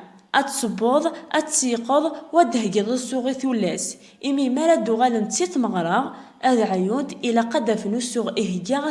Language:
Kabyle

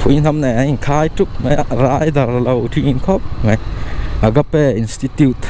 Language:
Mizo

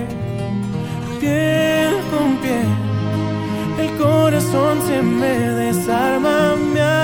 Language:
Spanish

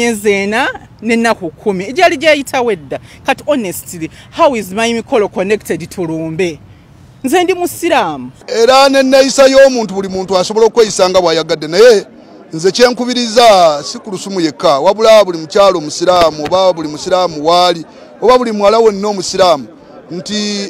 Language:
Ganda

